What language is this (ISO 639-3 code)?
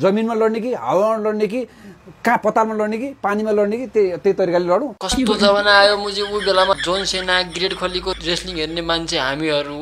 nep